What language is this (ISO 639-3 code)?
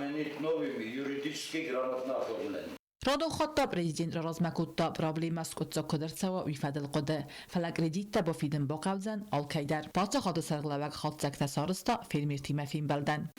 oss